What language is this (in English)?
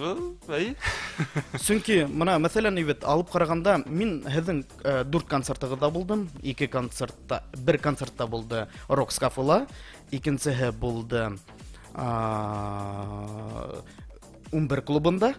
Bashkir